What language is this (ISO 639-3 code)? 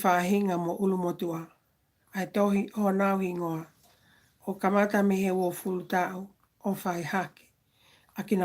ton